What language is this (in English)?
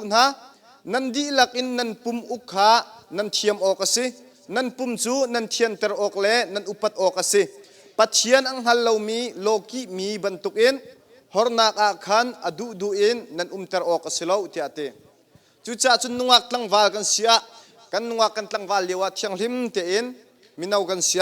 Hakha Chin